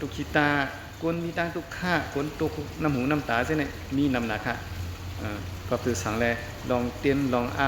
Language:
Shan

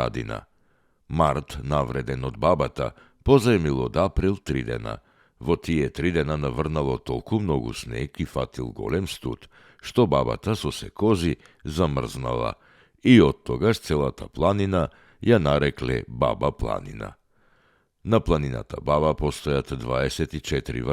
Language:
Macedonian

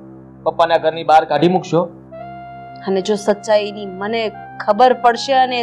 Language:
Gujarati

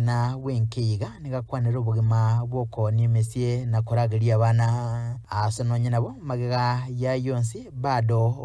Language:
Gusii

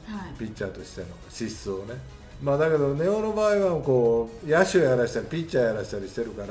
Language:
Japanese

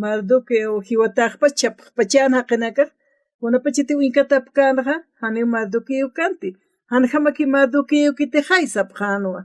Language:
Aymara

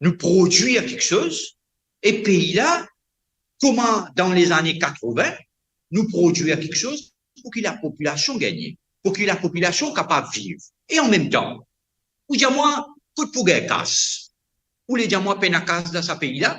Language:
Morisyen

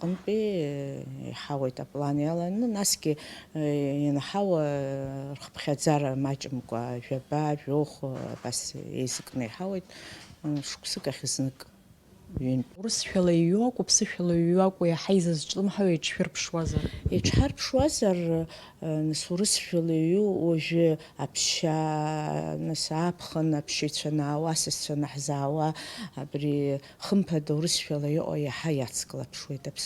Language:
Abkhazian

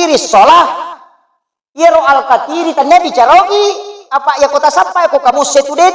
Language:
Buginese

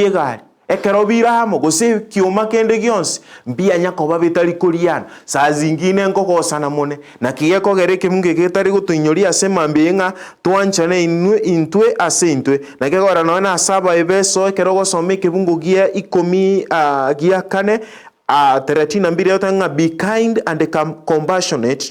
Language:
Gusii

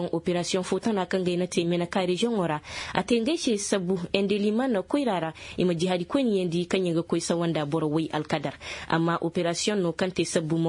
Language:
Koyraboro Senni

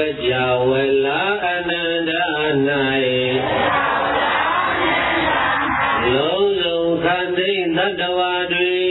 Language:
Burmese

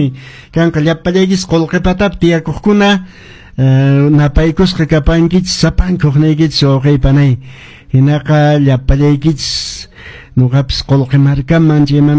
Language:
Quechua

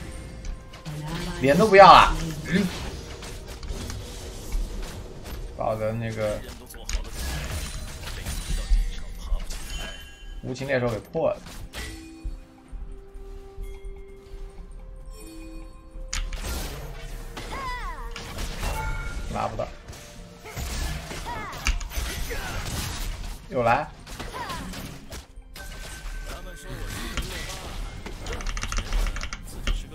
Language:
Chinese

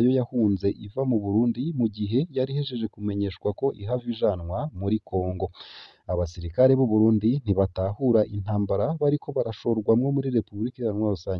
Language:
Rundi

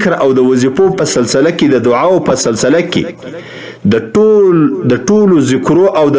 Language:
Pashto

